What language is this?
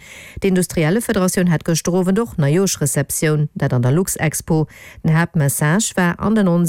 Luxembourgish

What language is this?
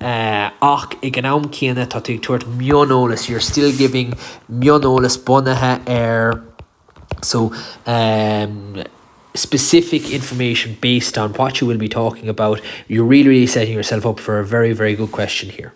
Irish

